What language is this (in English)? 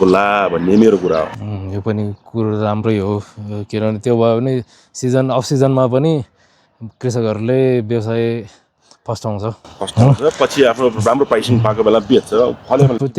Nepali